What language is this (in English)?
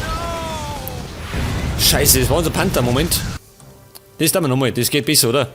Bavarian